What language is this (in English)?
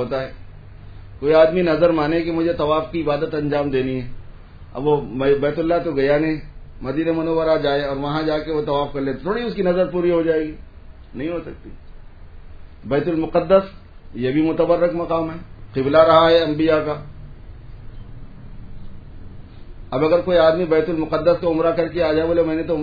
Urdu